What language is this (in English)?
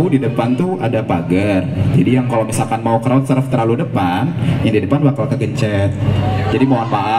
Indonesian